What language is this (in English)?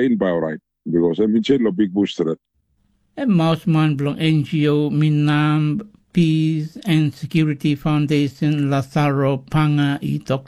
Tok Pisin